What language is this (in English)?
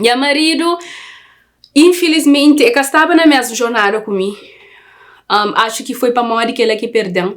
Kabuverdianu